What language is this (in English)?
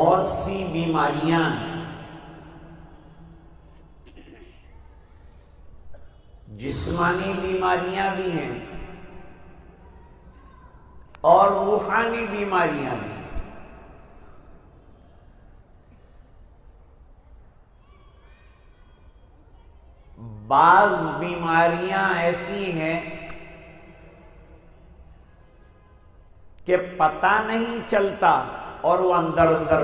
Urdu